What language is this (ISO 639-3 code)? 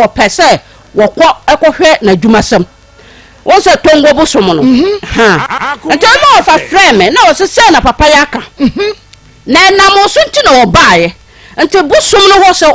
aka